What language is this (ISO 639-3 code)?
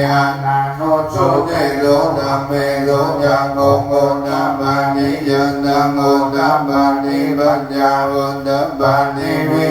pli